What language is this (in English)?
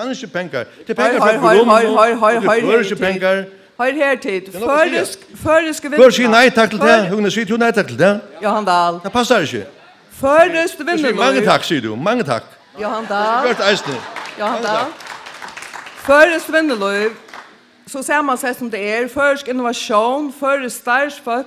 Faroese